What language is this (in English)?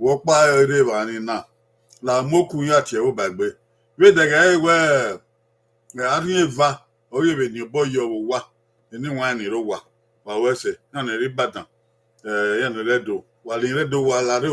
Bini